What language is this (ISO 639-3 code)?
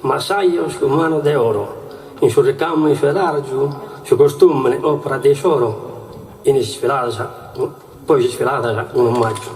srd